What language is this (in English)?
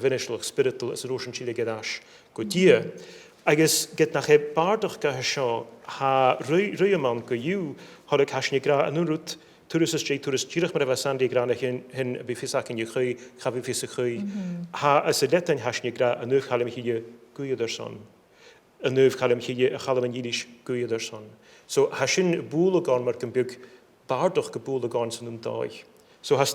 Scottish Gaelic